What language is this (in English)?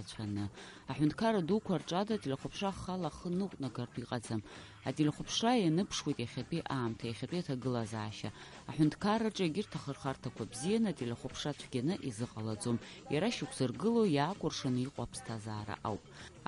Abkhazian